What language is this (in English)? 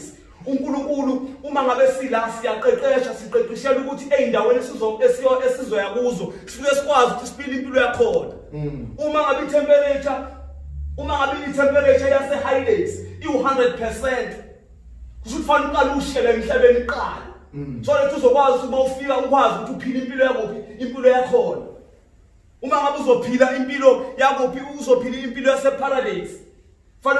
Zulu